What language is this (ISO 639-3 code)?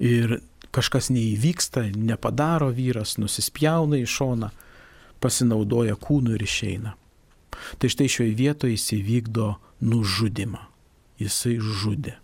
lit